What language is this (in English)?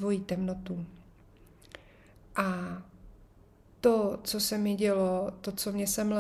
Czech